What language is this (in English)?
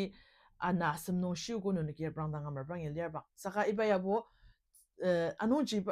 Ao Naga